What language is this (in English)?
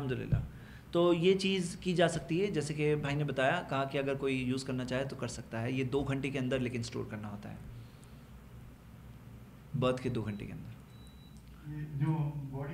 Urdu